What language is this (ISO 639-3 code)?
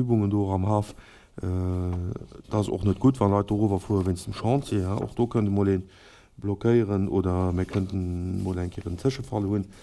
ltz